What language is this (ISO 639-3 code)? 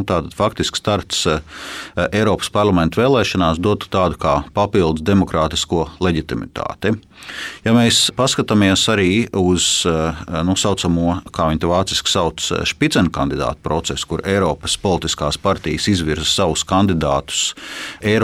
lav